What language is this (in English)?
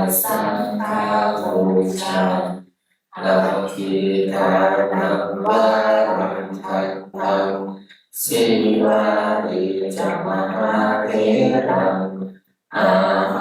Pali